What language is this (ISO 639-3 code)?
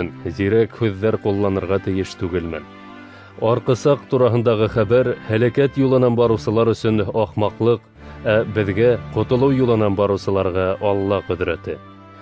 bak